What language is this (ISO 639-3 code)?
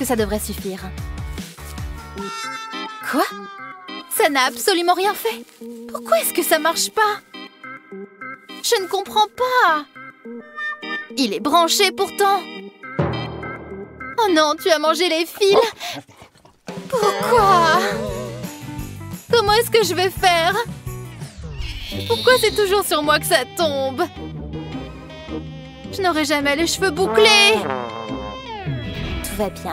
fra